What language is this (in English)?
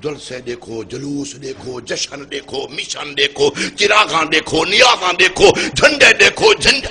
Saraiki